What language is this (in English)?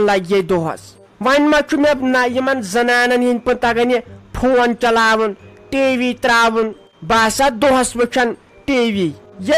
Kashmiri